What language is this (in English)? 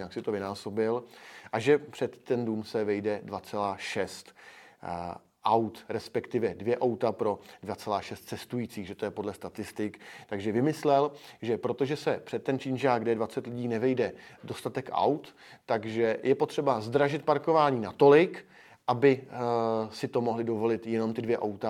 Czech